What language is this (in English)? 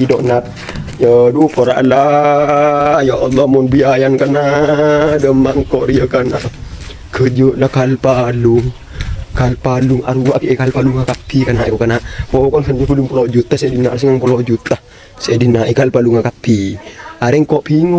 Madurese